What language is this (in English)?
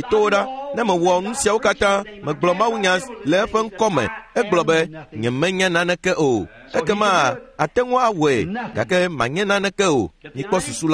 Ewe